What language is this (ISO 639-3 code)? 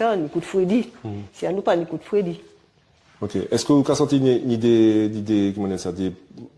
gcf